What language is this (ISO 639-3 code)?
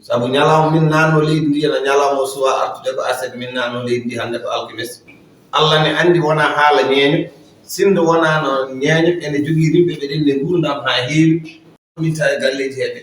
ful